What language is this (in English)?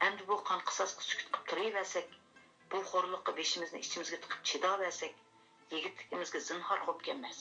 Uyghur